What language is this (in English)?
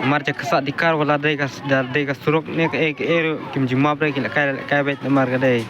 Khasi